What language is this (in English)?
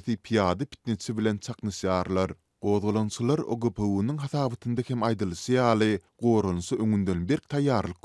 Turkmen